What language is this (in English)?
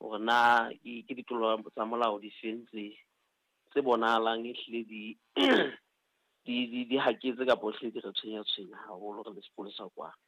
Southern Sotho